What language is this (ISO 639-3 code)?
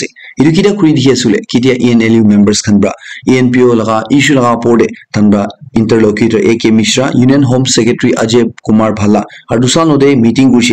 nag